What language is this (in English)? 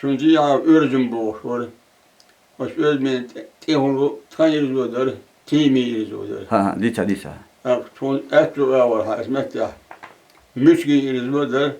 Chechen